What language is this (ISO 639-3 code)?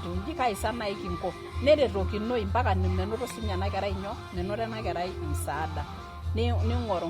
mas